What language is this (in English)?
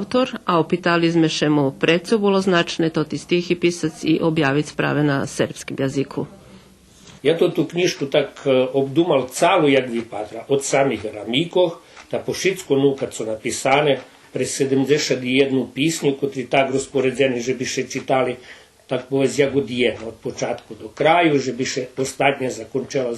Rusyn